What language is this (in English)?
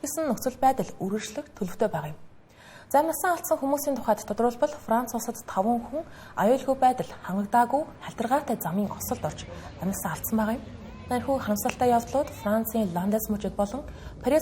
Mongolian